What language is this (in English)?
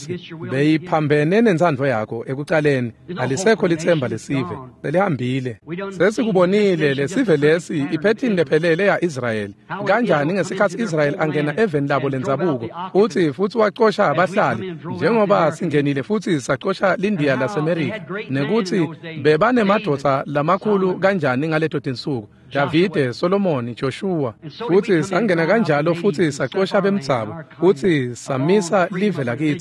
Swati